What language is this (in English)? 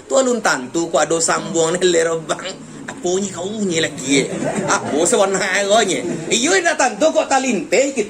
Minangkabau